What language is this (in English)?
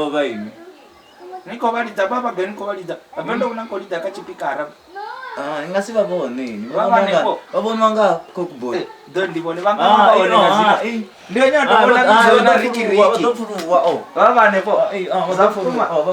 Venda